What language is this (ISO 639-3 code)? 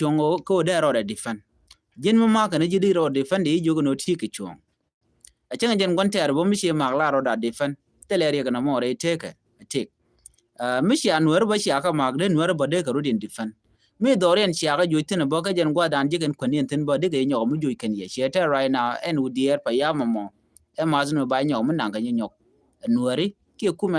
nus